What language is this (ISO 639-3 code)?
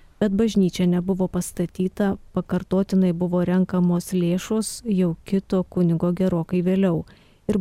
lit